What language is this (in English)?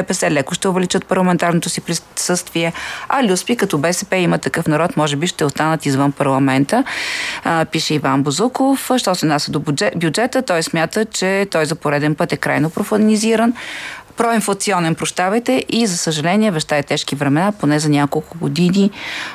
Bulgarian